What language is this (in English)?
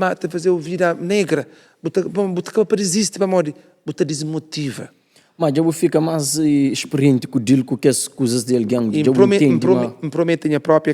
Kabuverdianu